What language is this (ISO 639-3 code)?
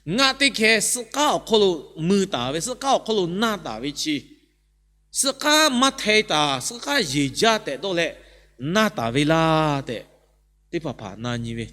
lhu